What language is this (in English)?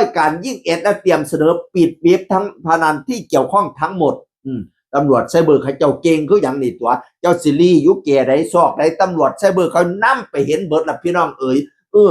Northeastern Thai